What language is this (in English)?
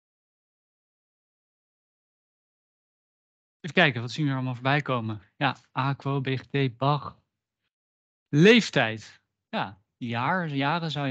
Dutch